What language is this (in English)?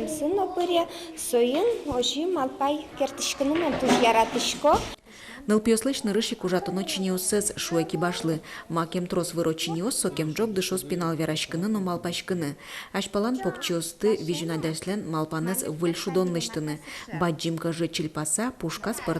Udmurt